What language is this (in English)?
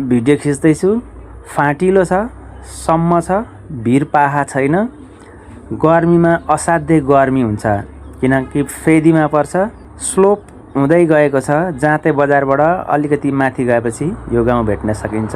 Nepali